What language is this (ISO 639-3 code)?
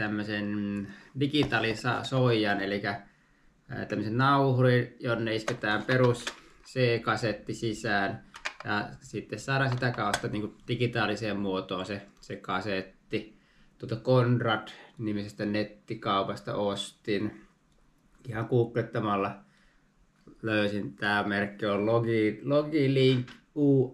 fin